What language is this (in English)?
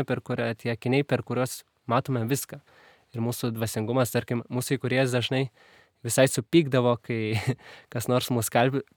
Lithuanian